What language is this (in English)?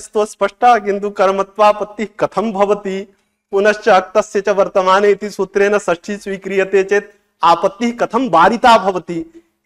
Sanskrit